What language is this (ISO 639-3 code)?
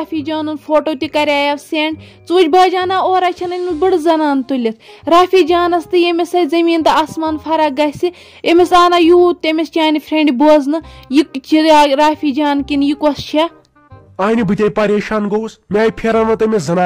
kas